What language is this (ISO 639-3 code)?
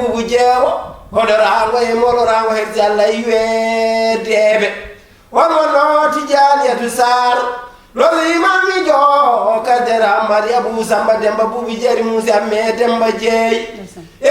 ful